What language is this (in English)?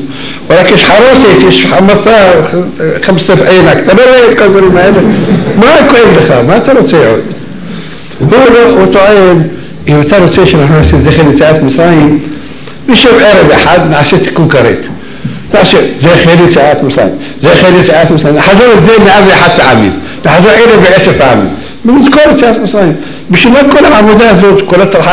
Hebrew